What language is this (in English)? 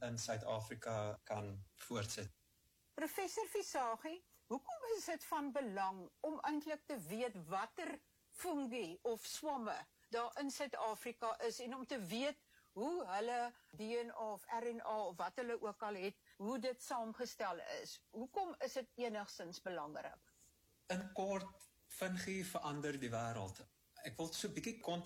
Afrikaans